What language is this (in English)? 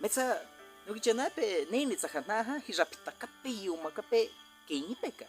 Baniwa